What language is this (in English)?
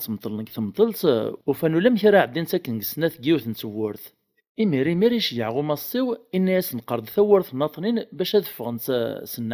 Kabyle